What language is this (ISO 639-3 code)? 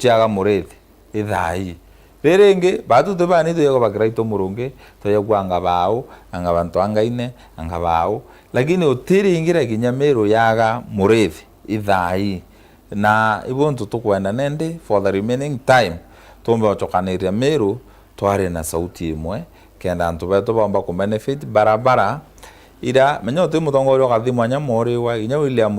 mer